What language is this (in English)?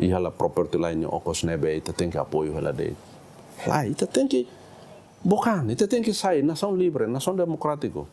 Tetum